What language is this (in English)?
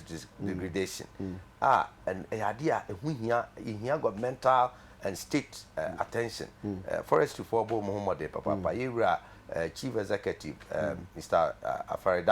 Akan